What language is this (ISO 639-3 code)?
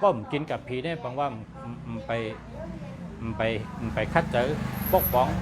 shn